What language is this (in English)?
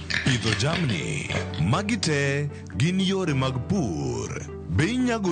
Luo (Kenya and Tanzania)